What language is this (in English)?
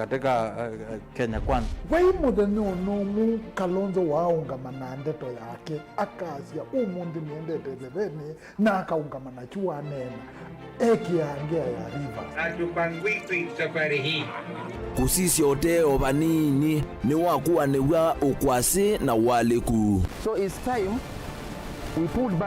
Kamba